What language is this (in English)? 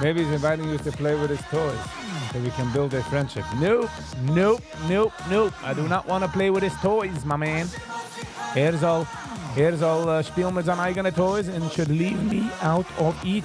Yiddish